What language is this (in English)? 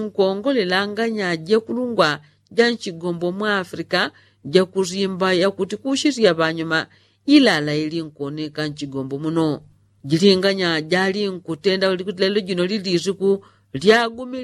Yao